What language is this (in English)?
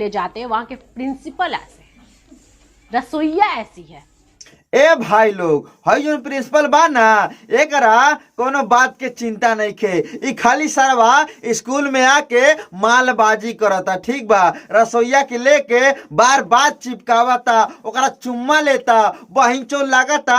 Bhojpuri